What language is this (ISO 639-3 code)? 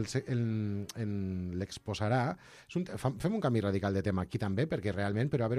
cat